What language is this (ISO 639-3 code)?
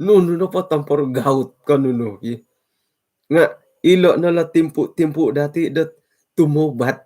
dtp